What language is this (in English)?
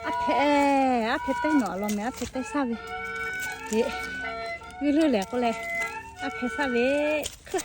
Lahu